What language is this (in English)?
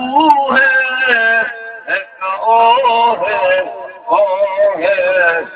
Saraiki